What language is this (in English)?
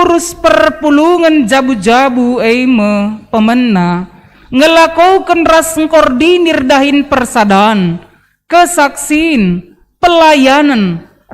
Batak Karo